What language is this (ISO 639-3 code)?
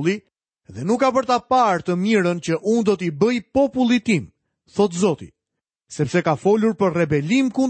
sqi